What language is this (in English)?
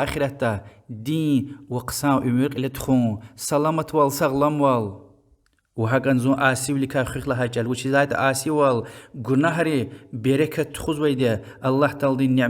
Lezghian